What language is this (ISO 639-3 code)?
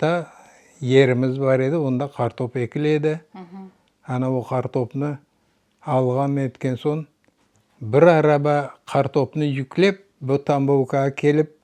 crh